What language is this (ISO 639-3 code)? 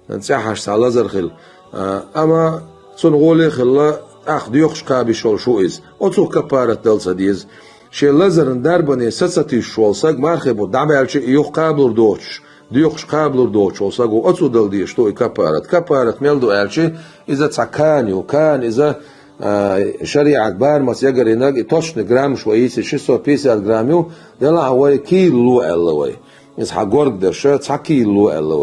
che